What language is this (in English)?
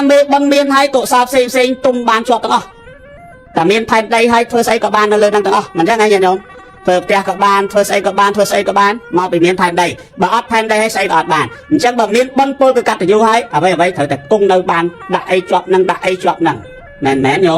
Khmer